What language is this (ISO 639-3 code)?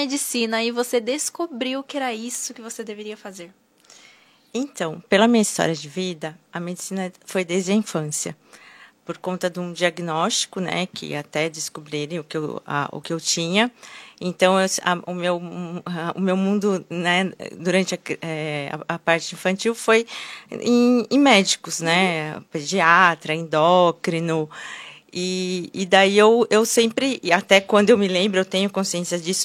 por